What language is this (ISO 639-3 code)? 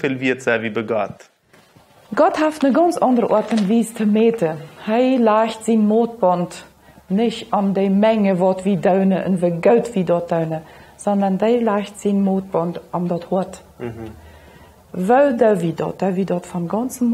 pdt